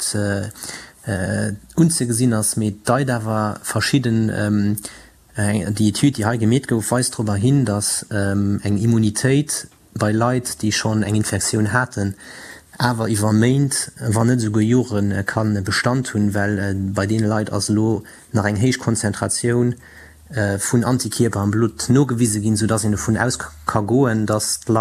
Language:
Luxembourgish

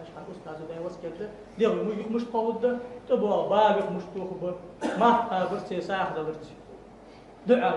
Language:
Ingush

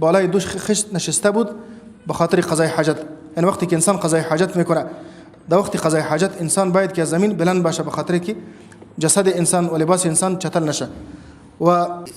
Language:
Persian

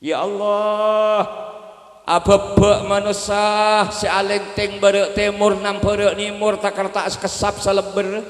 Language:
Madurese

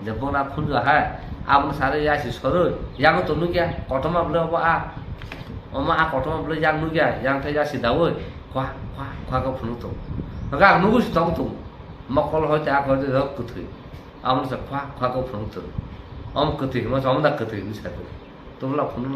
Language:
Kok Borok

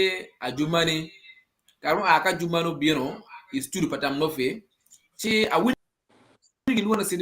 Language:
Acoli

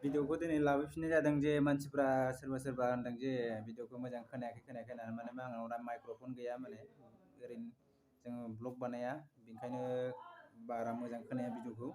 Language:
Bodo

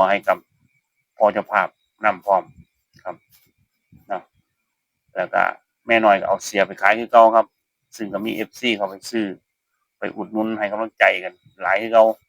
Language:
Northeastern Thai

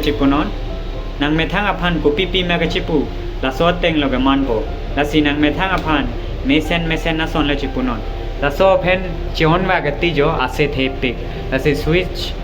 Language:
Karbi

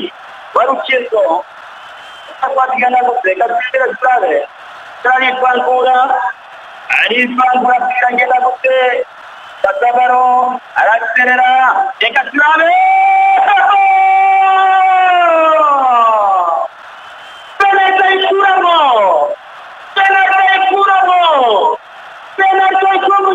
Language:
Rundi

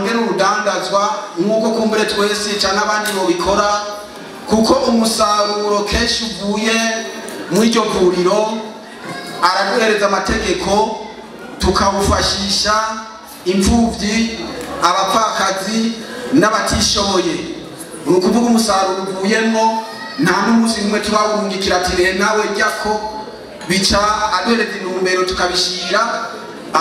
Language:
Rundi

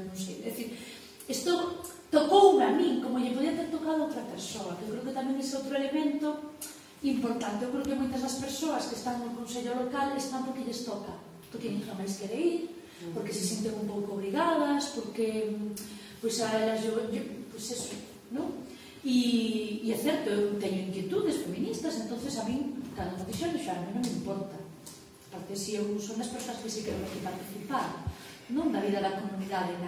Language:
Galician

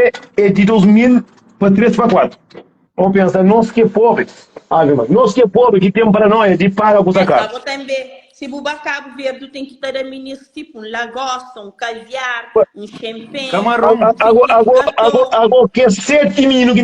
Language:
Kabuverdianu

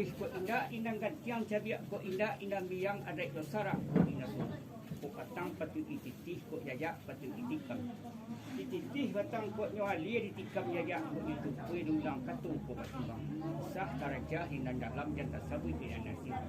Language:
Minangkabau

